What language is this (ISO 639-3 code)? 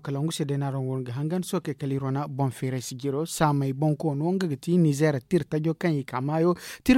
dje